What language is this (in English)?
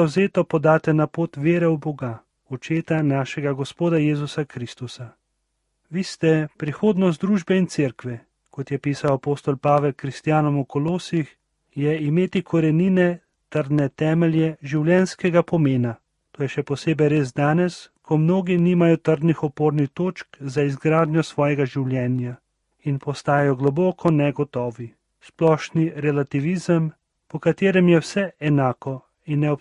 Slovenian